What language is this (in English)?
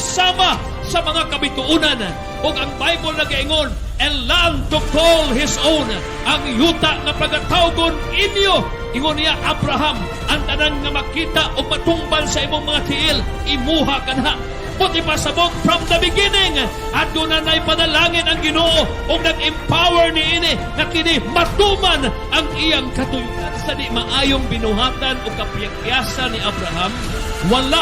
Cebuano